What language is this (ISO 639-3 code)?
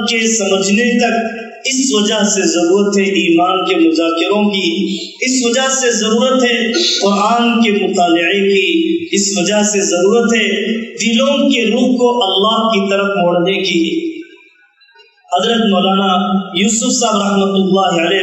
urd